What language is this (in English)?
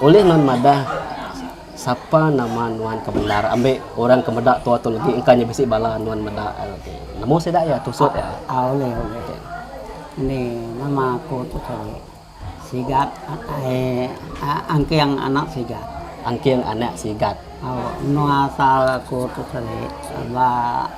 Iban